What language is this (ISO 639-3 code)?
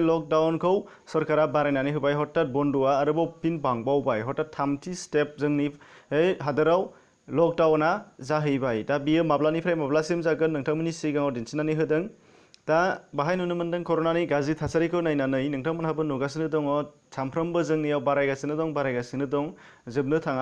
brx